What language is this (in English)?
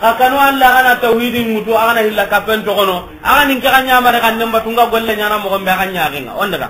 Soninke